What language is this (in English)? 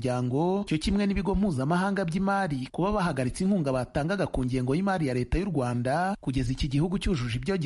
Kinyarwanda